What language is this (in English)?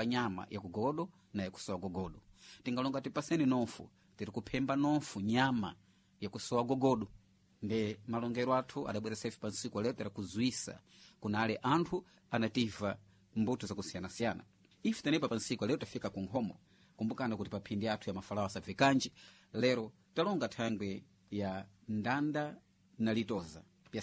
Sena